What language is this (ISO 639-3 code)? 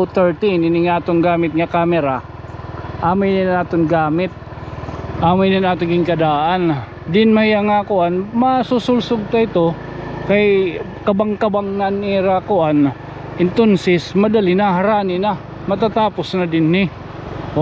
war